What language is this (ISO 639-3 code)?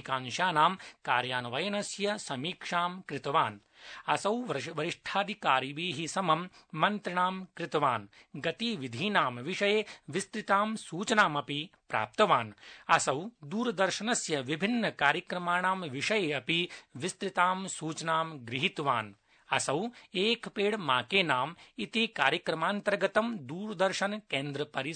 san